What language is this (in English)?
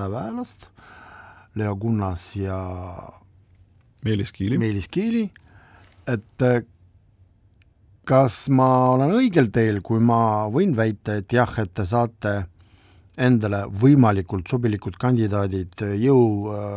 Estonian